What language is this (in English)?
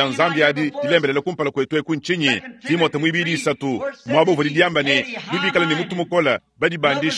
Luba-Lulua